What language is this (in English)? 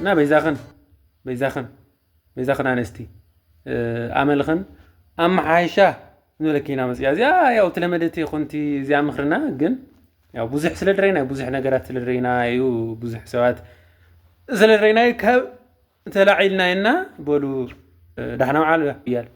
Tigrinya